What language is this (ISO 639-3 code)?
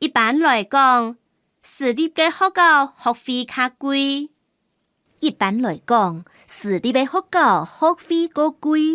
hak